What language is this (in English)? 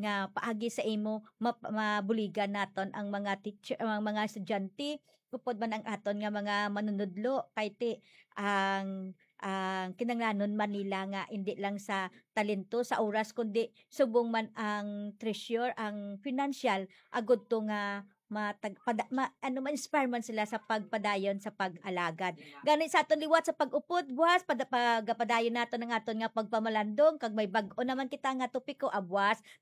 Hiligaynon